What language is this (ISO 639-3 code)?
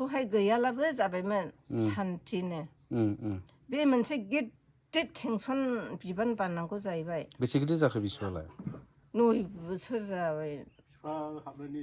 brx